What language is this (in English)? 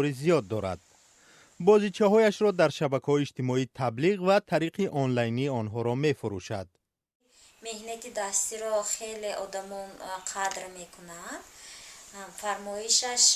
Tajik